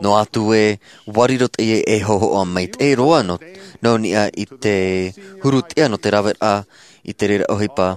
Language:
Tahitian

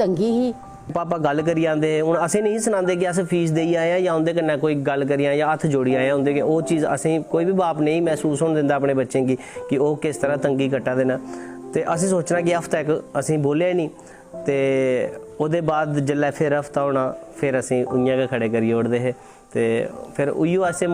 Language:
Dogri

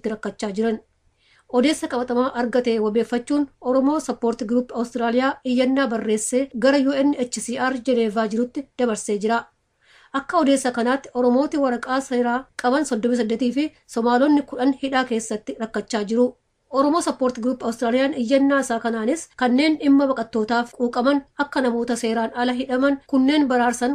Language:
Oromo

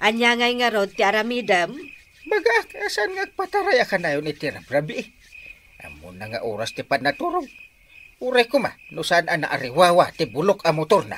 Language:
Iloko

